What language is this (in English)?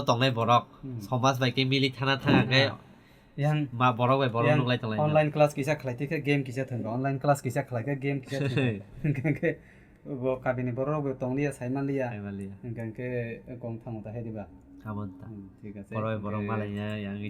Kok Borok